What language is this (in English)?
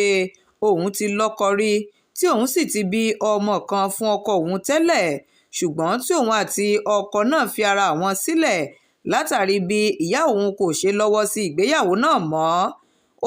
Yoruba